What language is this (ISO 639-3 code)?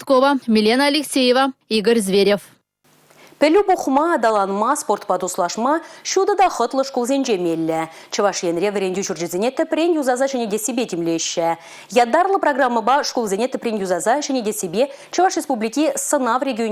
chv